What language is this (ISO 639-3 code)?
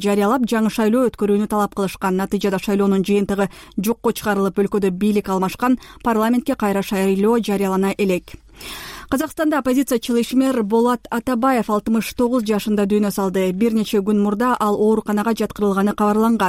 kir